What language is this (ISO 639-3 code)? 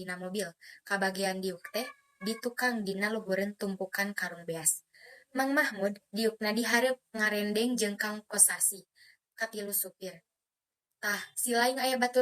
sun